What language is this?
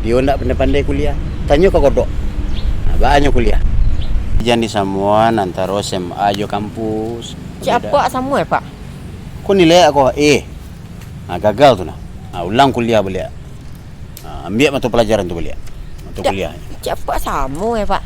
Minangkabau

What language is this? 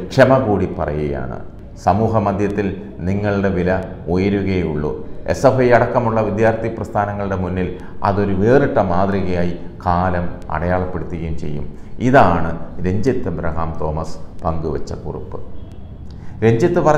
Malayalam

